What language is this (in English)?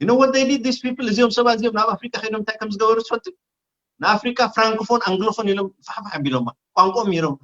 Tigrinya